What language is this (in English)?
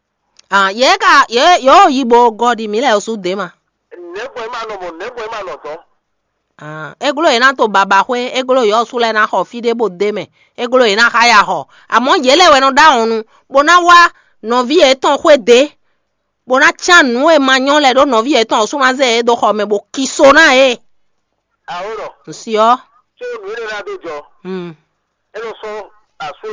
Fon